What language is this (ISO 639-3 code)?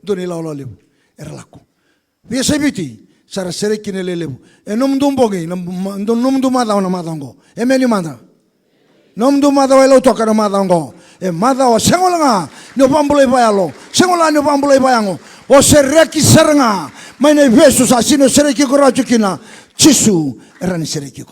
fij